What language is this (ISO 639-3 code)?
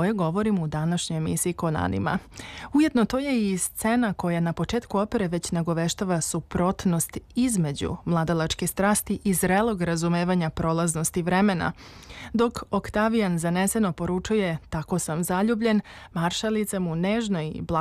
srp